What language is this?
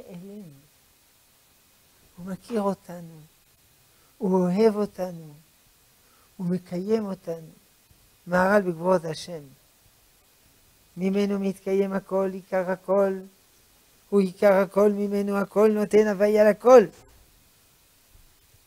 Hebrew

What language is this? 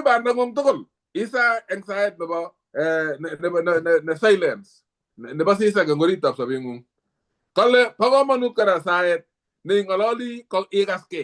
Kalenjin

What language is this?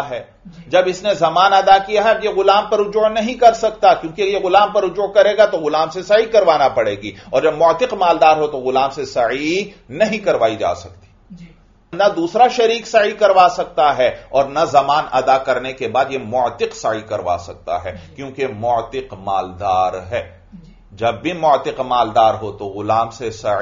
Urdu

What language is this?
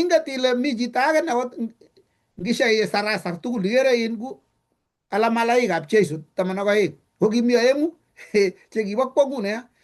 Kalenjin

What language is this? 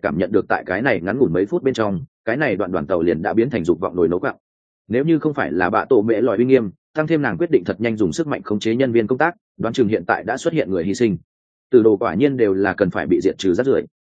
Vietnamese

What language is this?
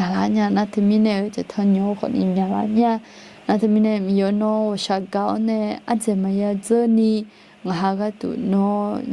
Akha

